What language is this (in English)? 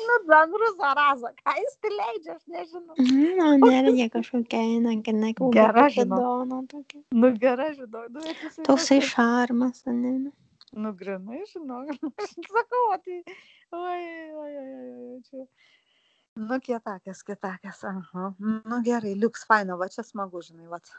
Lithuanian